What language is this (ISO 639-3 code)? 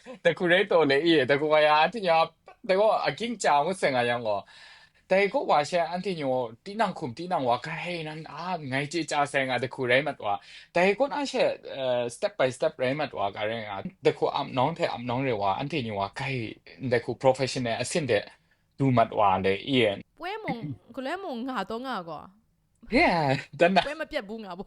kac